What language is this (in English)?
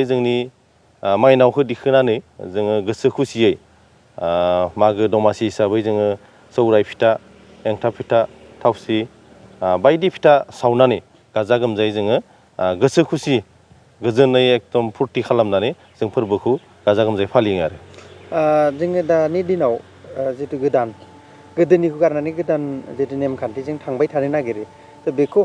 Bodo